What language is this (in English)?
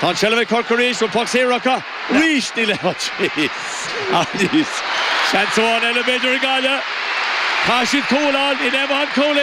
Irish